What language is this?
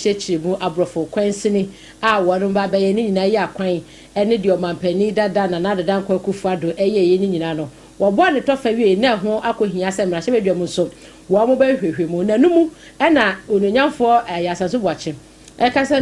Akan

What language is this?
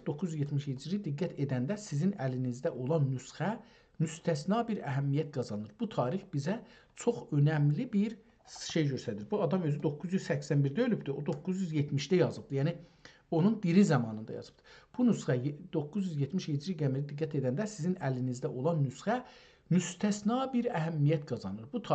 South Azerbaijani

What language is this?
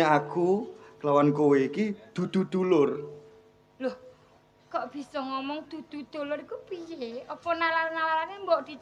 Javanese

